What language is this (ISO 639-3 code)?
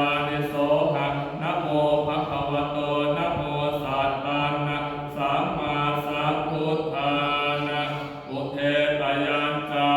pli